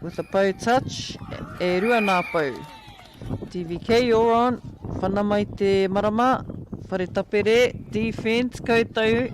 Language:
Māori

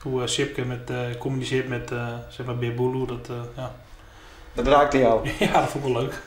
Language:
Western Frisian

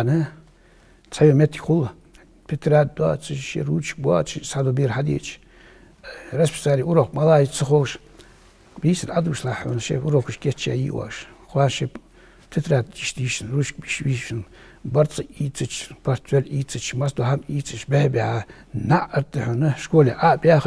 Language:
Ingush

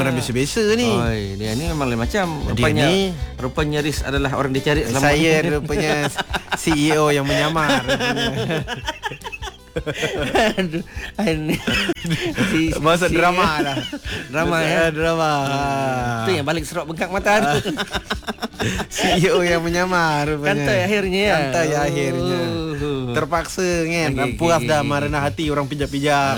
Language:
Malay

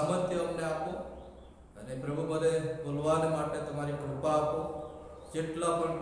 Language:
Gujarati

